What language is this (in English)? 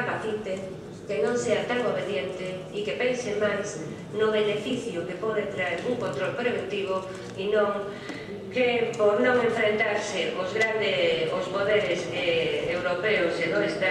Galician